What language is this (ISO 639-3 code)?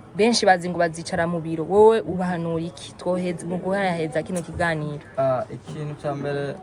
run